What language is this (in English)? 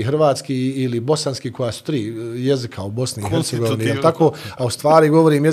Bosnian